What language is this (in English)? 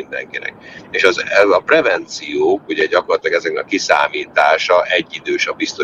Hungarian